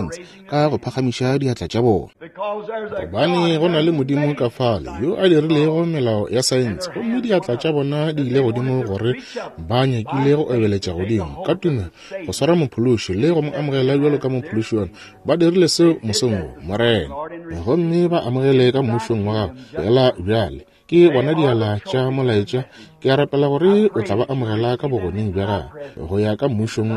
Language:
Northern Sotho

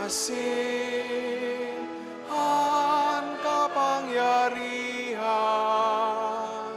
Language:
Bikol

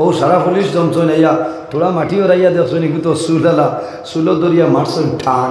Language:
Sylheti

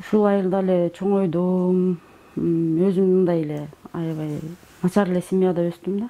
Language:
Kyrgyz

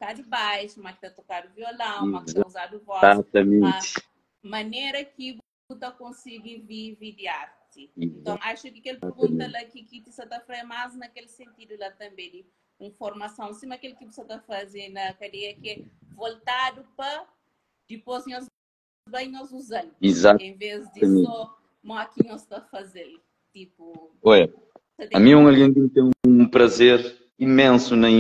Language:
Kabuverdianu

